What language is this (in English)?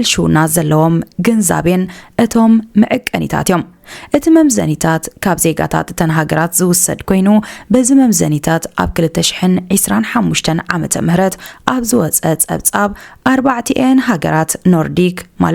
Tigrinya